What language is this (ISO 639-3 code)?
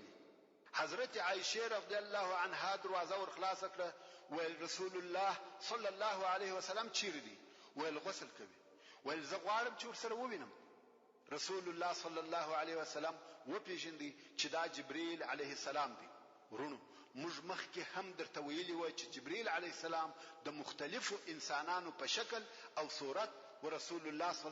pus